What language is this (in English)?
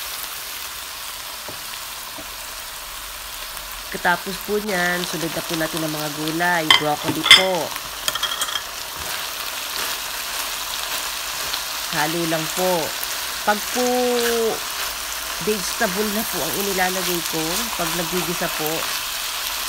Filipino